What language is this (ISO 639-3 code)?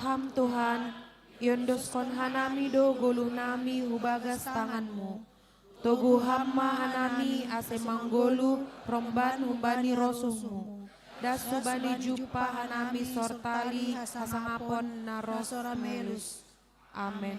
bts